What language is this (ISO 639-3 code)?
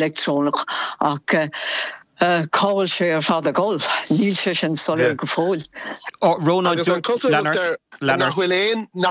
gle